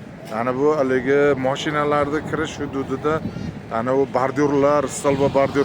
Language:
Uzbek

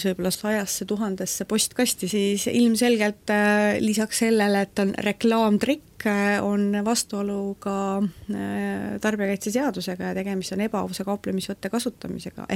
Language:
Estonian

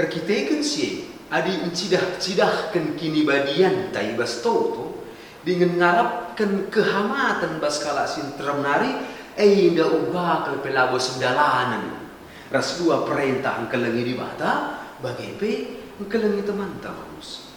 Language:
Batak Karo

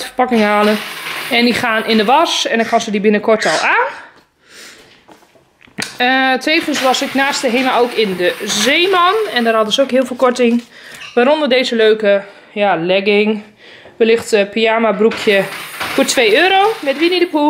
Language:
Dutch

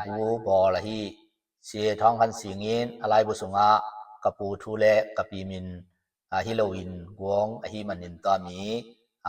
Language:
Tedim Chin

